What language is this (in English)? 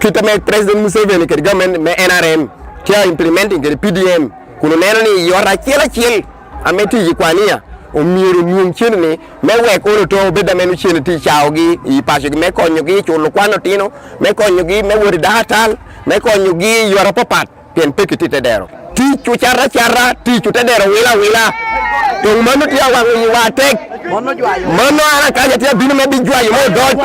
Acoli